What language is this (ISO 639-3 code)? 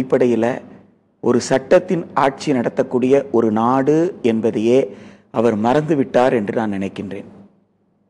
tam